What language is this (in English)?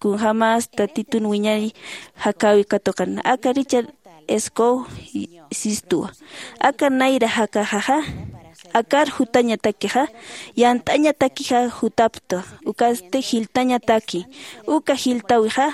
Aymara